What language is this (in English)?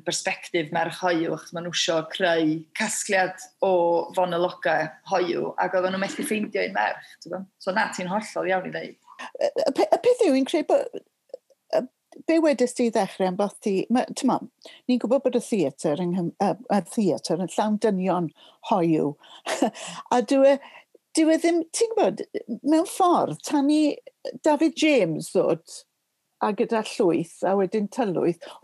Welsh